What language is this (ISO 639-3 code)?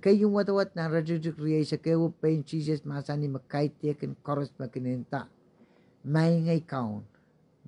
pon